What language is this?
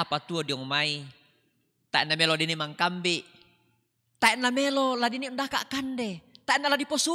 Toraja-Sa'dan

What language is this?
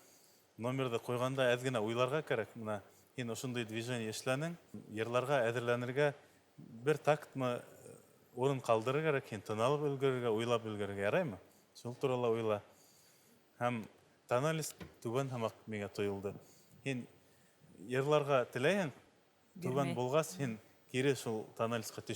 Bashkir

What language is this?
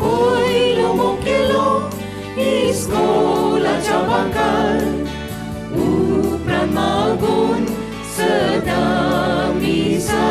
Konkani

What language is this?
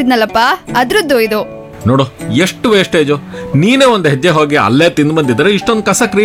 Kannada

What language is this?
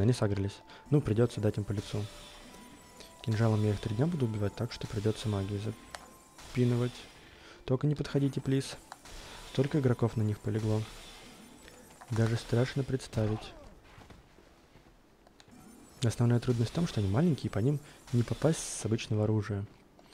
Russian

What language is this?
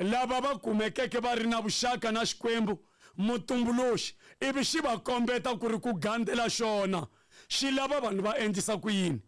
Tsonga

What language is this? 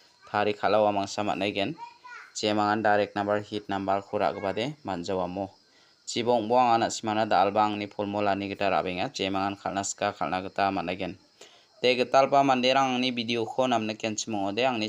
Garo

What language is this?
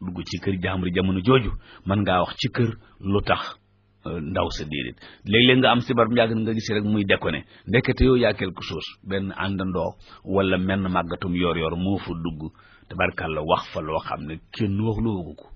Wolof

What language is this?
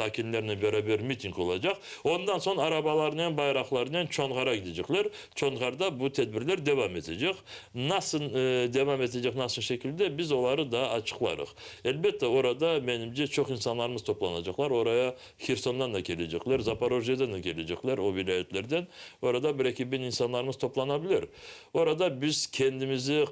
Crimean Tatar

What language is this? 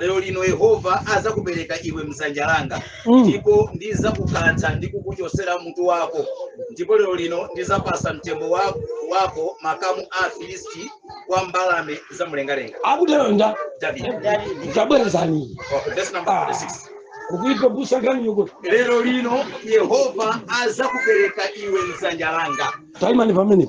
Nyanja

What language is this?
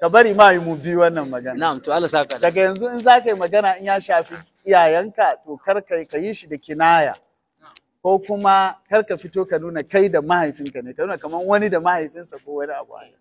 Hausa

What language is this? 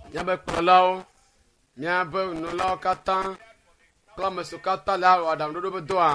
Ewe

